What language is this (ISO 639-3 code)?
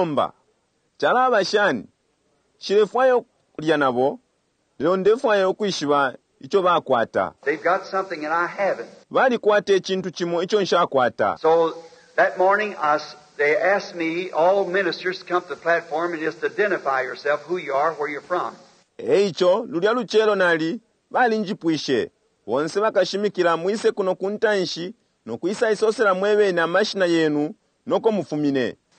bem